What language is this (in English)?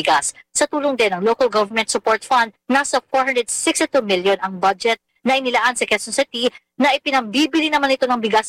Filipino